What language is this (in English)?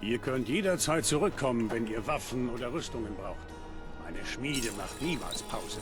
Bavarian